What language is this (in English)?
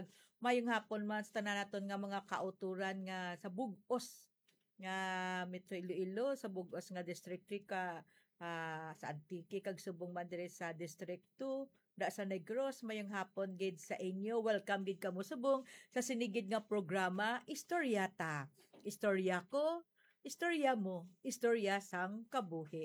Hiligaynon